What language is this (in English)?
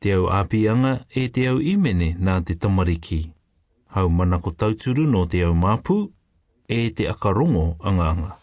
Albanian